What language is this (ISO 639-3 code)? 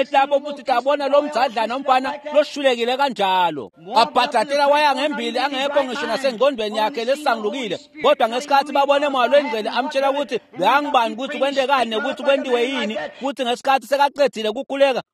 ssw